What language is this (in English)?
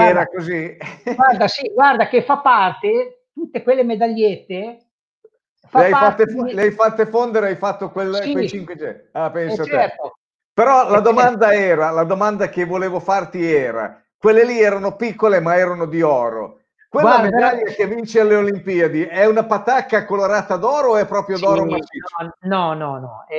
Italian